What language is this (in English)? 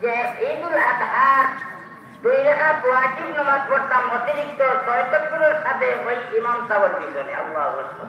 Sylheti